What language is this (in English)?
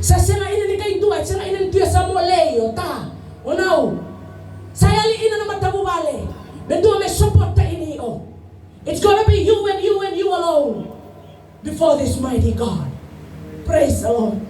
Fijian